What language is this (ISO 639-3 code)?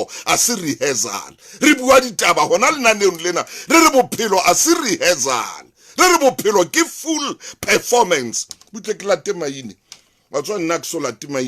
sot